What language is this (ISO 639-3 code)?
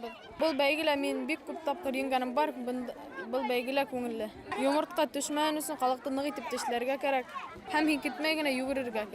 bak